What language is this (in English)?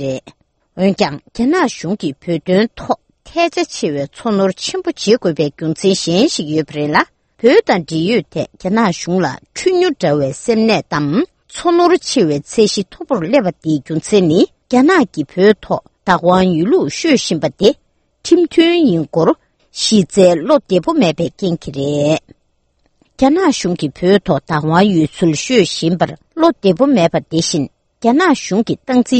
Tibetan